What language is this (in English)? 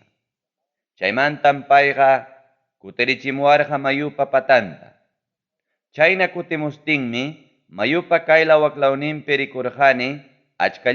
Ayacucho Quechua